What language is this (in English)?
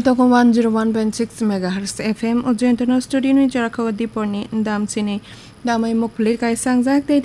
Kok Borok